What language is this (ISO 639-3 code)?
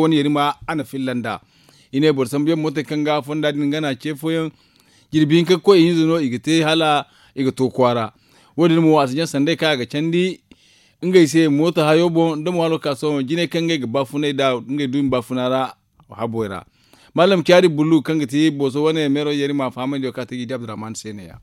dje